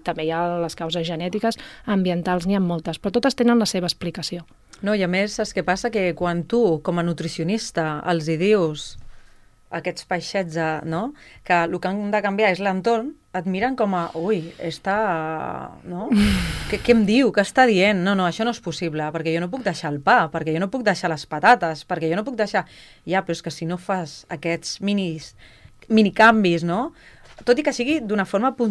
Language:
Catalan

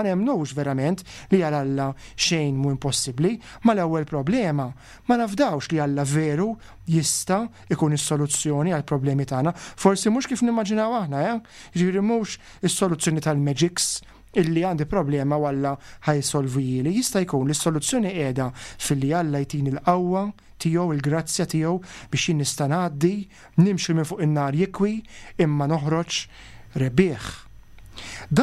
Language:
Maltese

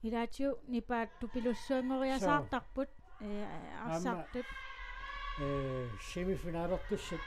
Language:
Kalaallisut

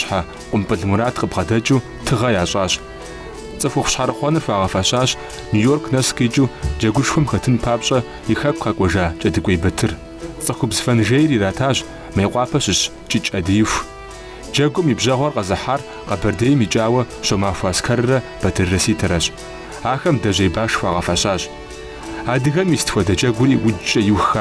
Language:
Kabardian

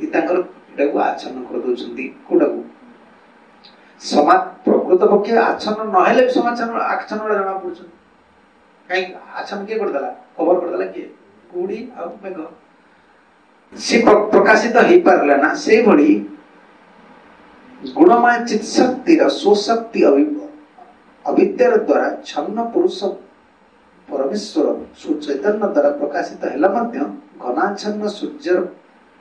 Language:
Odia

